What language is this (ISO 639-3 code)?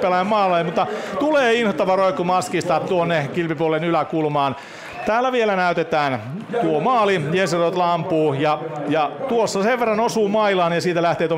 fin